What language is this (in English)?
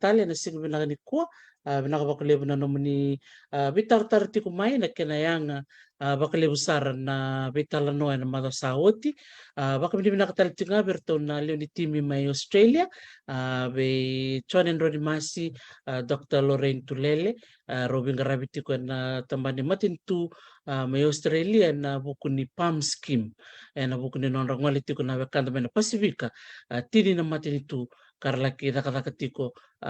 Fijian